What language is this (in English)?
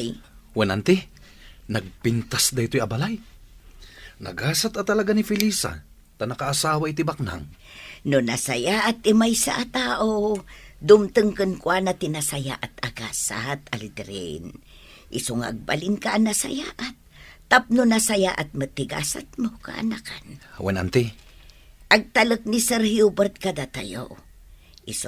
Iloko